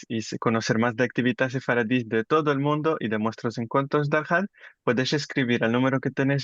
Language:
Ladino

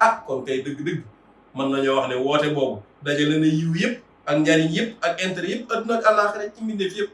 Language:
Wolof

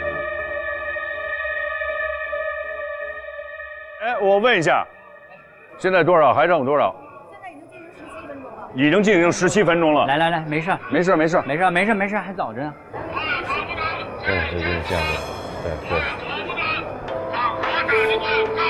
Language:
Chinese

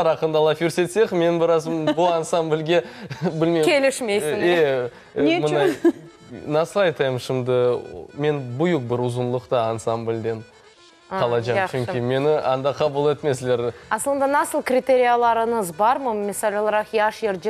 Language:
Crimean Tatar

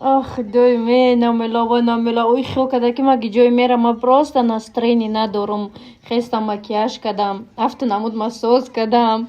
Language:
Tajik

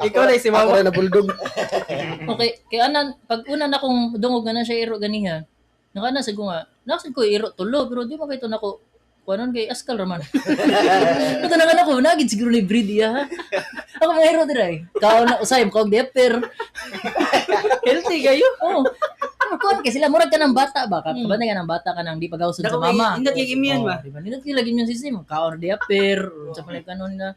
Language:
Cebuano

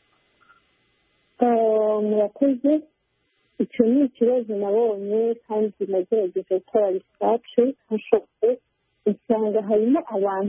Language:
Kinyarwanda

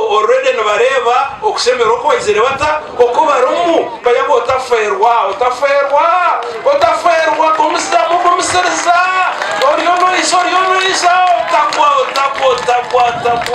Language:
Nyankole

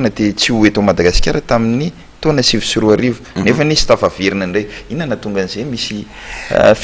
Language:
Malagasy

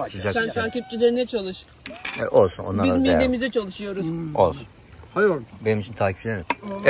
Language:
Turkish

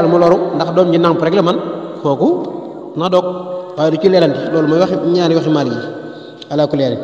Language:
Wolof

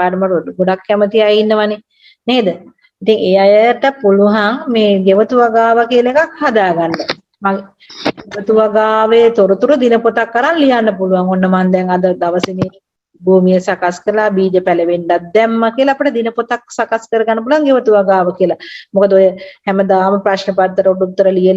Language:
Sinhala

